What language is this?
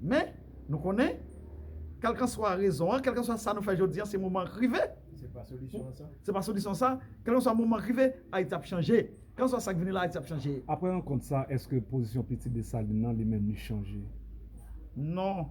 Haitian Creole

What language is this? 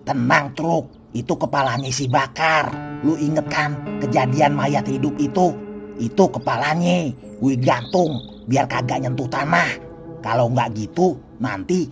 Betawi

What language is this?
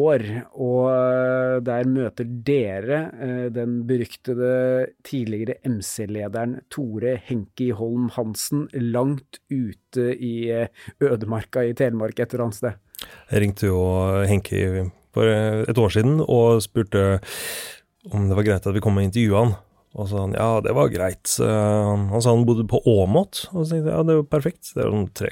Norwegian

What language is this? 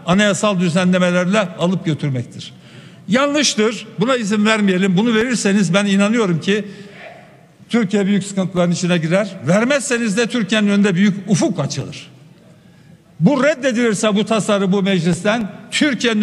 Turkish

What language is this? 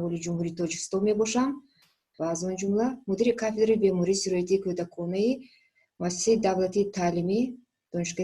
Tajik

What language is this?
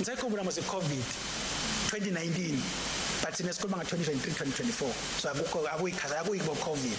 Swati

